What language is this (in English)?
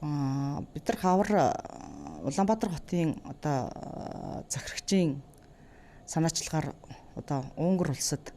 Mongolian